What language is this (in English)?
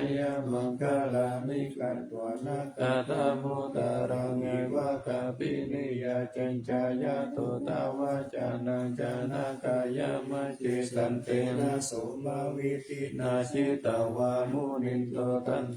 Pali